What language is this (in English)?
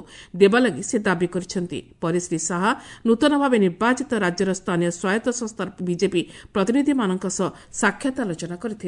Odia